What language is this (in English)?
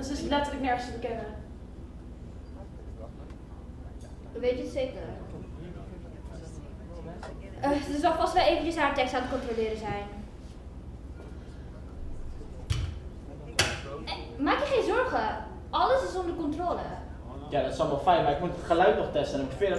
Dutch